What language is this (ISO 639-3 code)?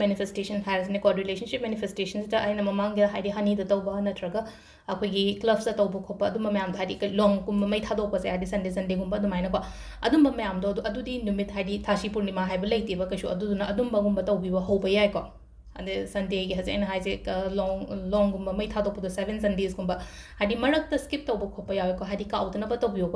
mni